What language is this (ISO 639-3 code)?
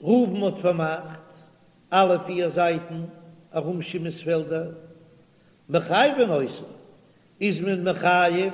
yid